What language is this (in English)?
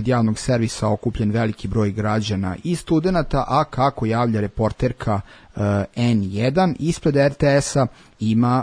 Serbian